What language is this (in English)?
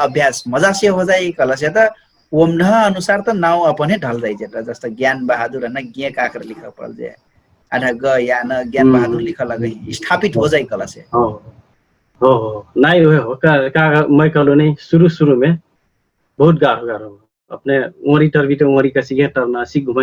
Dangaura Tharu